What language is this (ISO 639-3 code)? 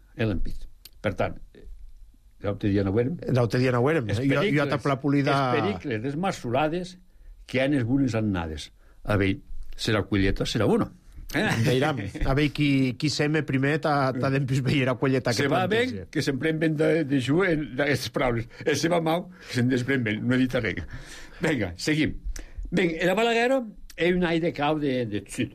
cat